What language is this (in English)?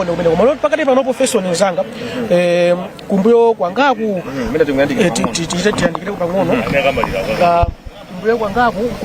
Nyanja